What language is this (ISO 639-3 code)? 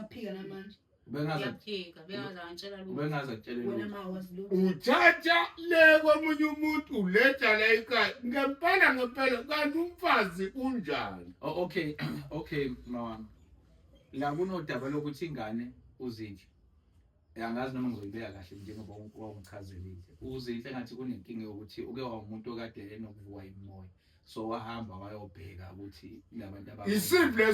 zul